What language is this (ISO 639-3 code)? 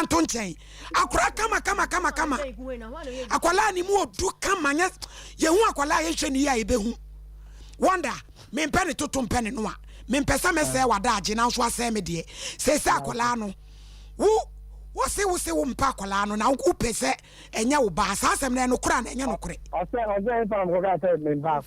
aka